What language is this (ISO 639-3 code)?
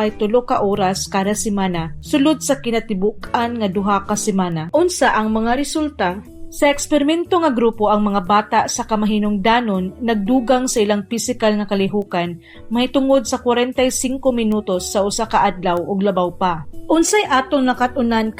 ceb